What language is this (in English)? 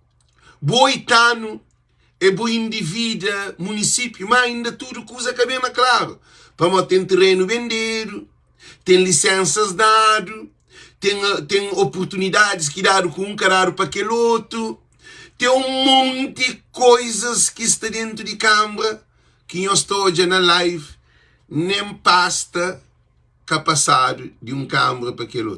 Kabuverdianu